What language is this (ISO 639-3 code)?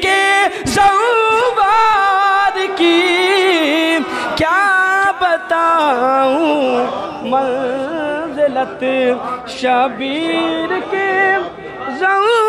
urd